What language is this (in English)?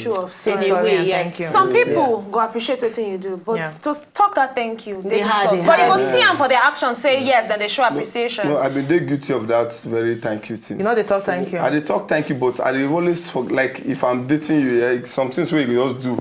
Nigerian Pidgin